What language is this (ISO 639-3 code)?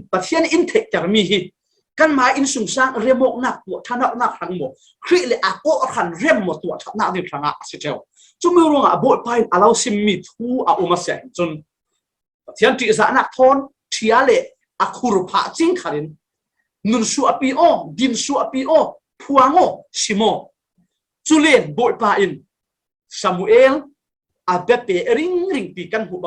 cfm